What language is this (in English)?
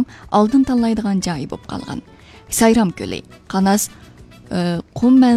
Uyghur